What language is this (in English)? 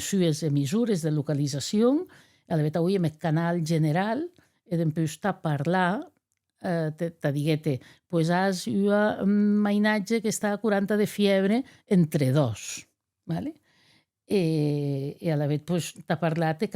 Occitan